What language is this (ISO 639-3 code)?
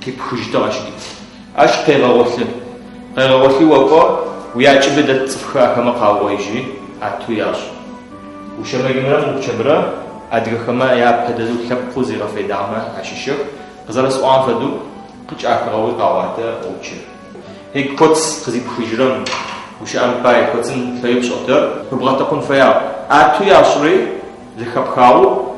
ady